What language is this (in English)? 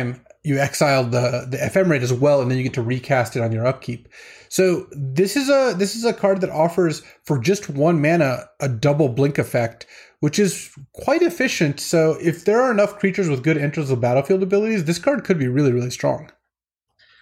English